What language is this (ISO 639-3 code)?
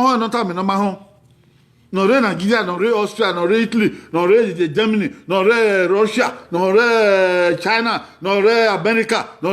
bin